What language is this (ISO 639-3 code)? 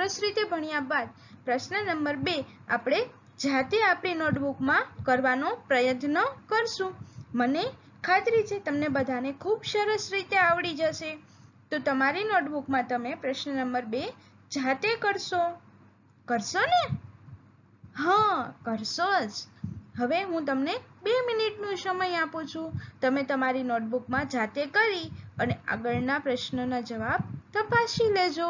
guj